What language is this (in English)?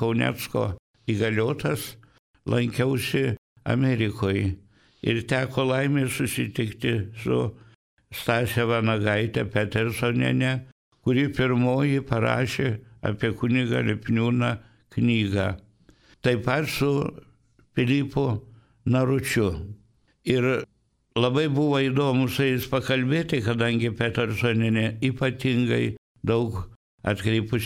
Lithuanian